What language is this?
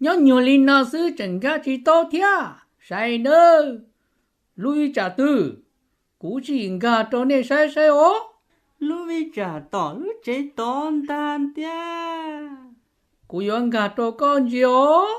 Hmong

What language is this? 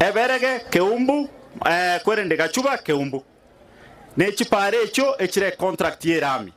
Gusii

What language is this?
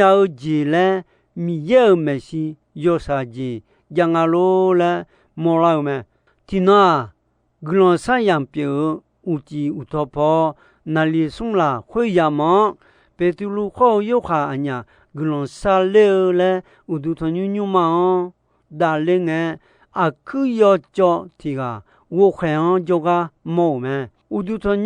Akha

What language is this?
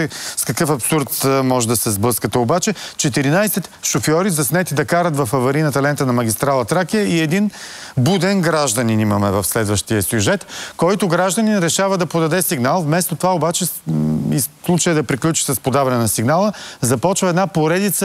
Bulgarian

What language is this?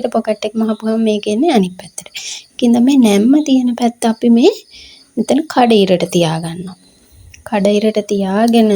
Sinhala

